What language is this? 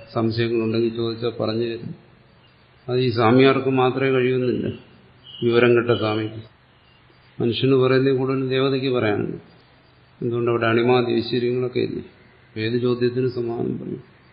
Malayalam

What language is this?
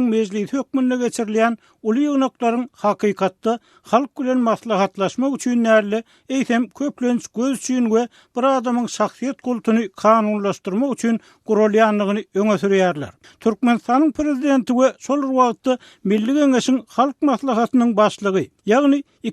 Turkmen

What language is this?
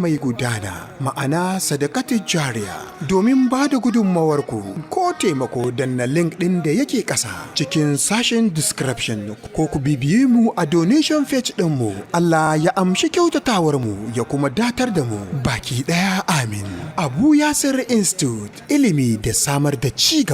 Hausa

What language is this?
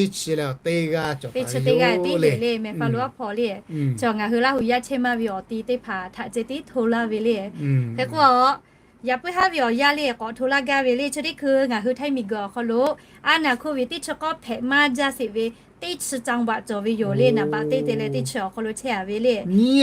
Lahu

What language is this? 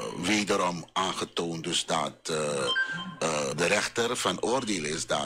Dutch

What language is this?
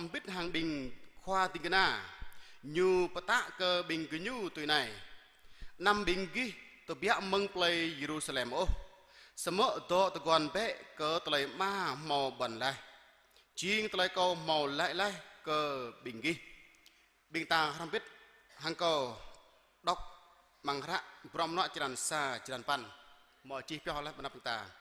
Jarai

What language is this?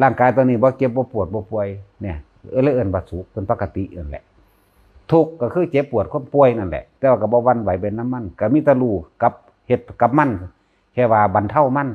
Lao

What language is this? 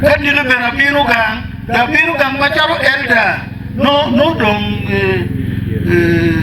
Acoli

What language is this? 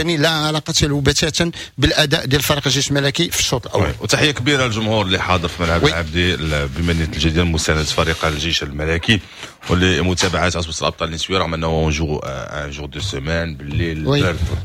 Moroccan Arabic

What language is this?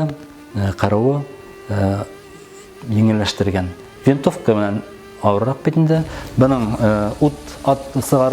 Bashkir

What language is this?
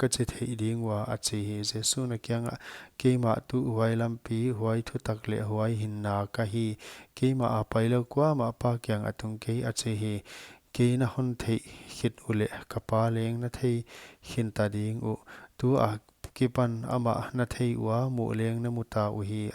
Paite Chin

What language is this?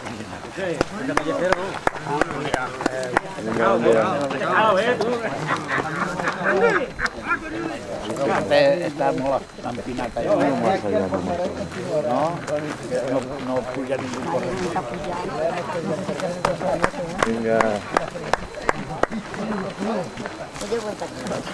Catalan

